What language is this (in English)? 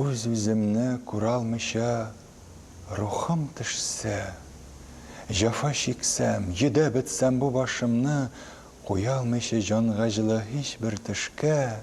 Tatar